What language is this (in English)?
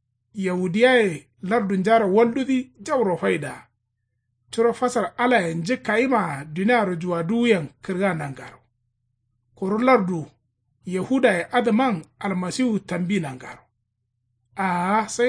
Kanuri